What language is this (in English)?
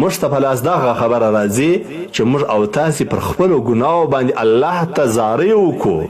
Pashto